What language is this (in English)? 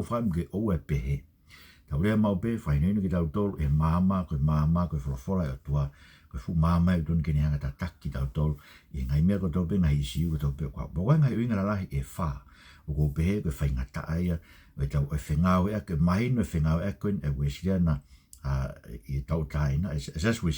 Tongan